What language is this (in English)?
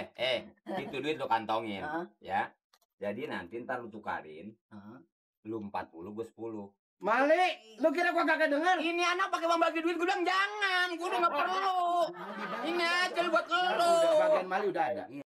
Betawi